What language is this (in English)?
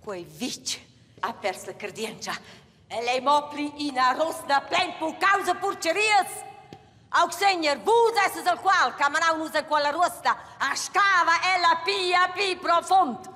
Romansh